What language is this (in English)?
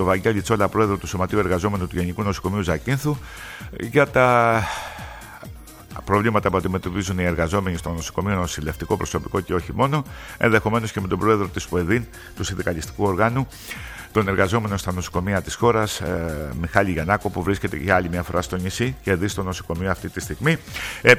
Greek